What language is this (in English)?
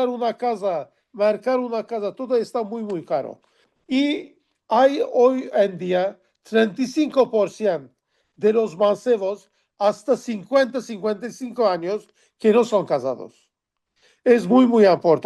Ladino